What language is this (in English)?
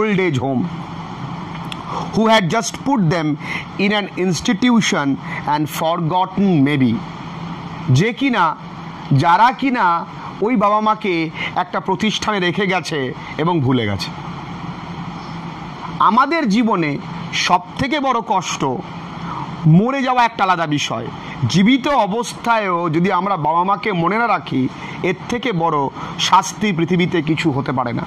Bangla